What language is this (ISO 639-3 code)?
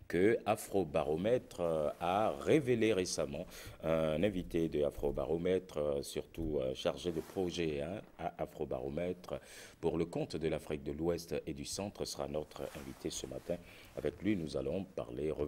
fra